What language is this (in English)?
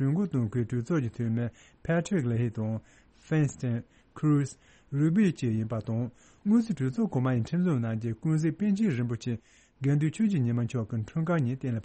Tibetan